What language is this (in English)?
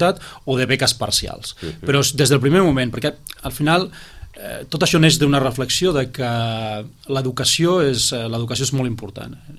Catalan